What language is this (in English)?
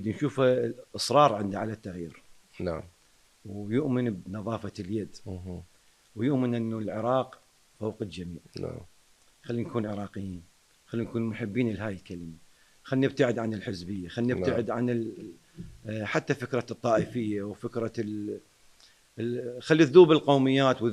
Mesopotamian Arabic